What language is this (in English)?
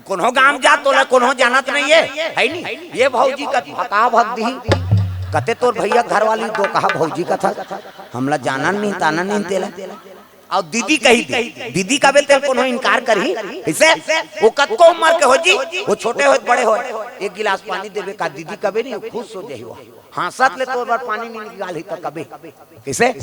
Chhattisgarhi